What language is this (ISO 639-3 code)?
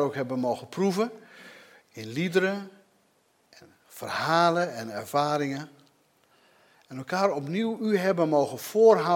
nld